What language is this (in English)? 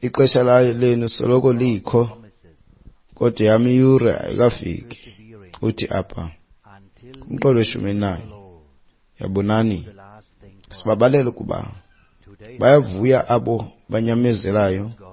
Xhosa